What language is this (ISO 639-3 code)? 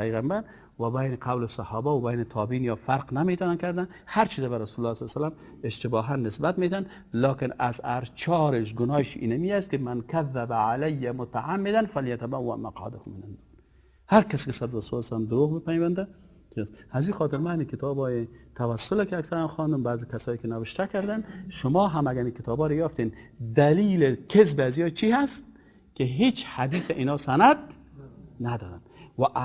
fas